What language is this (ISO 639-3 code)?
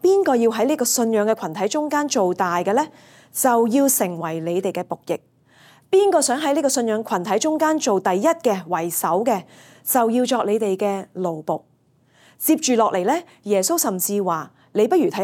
yue